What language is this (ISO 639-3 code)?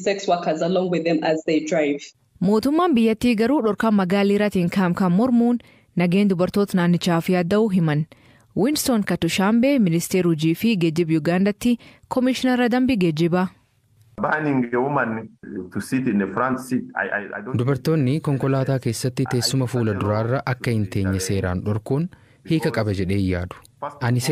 orm